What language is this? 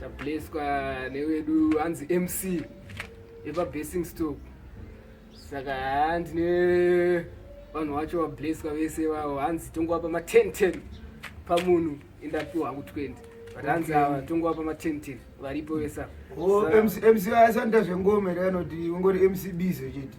Shona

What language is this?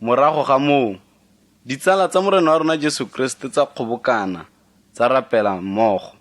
Tswana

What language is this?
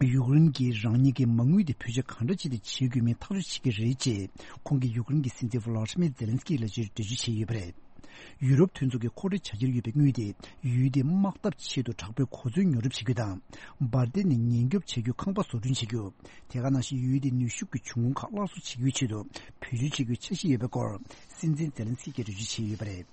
Tibetan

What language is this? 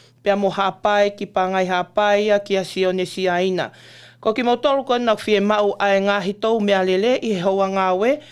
Tongan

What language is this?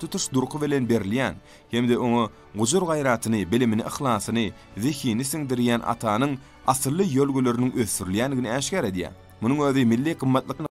Turkmen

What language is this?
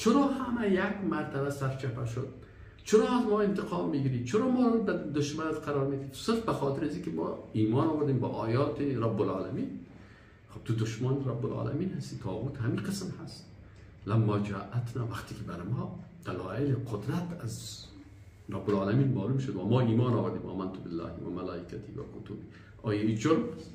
Persian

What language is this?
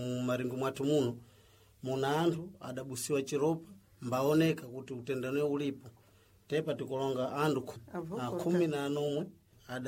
Sena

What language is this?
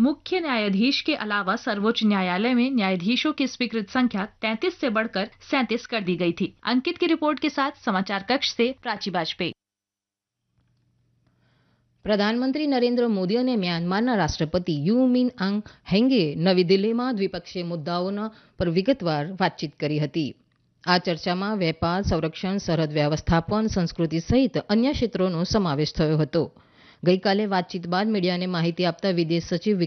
Gujarati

